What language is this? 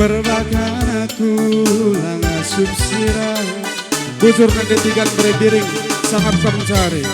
Batak Karo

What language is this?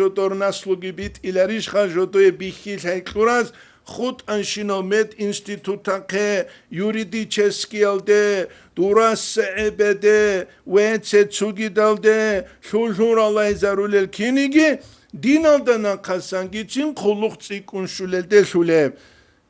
Avaric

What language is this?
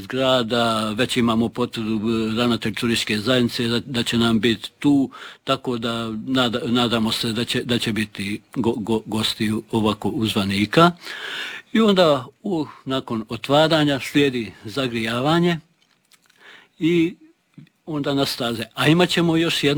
Croatian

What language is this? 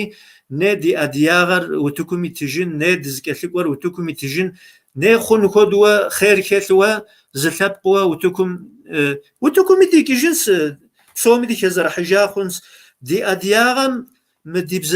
Kabardian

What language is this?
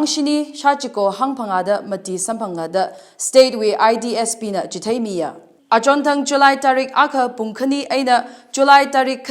Tangkhul Naga (India)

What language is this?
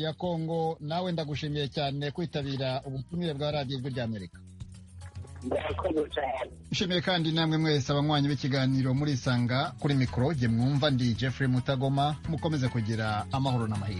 Kinyarwanda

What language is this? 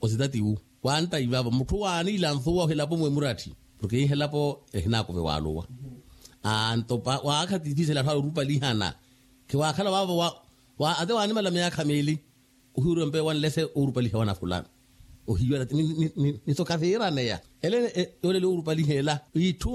Makhuwa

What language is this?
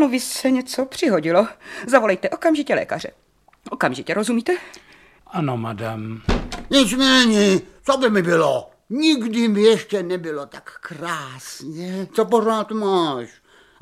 Czech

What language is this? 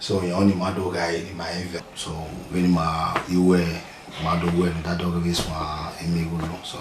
Bini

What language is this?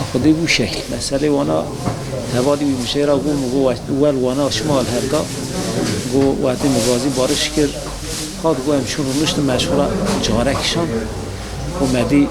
Kurdish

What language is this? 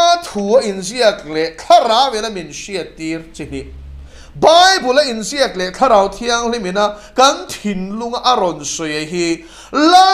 Mizo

